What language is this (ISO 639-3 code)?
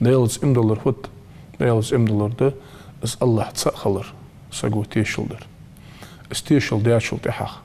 inh